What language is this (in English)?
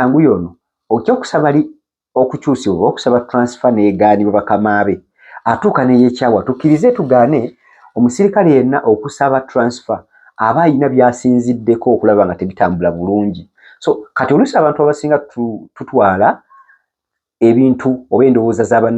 Ganda